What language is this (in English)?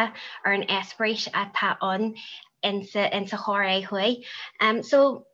Irish